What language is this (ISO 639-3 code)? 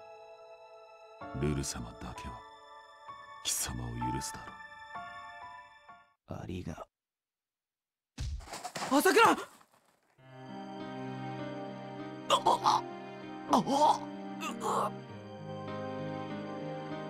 jpn